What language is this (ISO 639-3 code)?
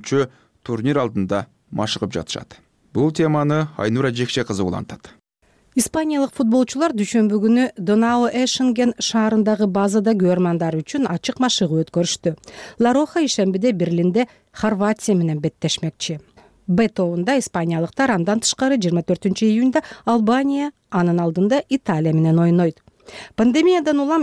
kir